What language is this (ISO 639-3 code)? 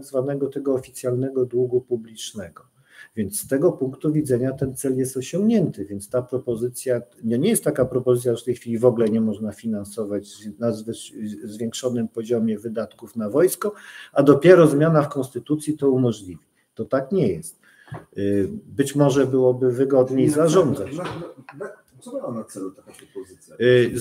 pol